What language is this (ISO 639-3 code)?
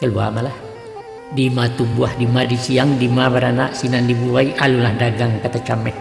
min